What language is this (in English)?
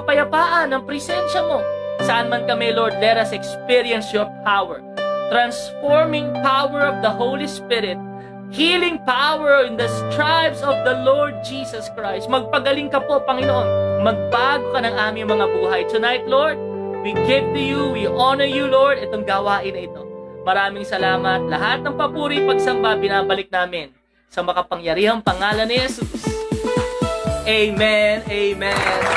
Filipino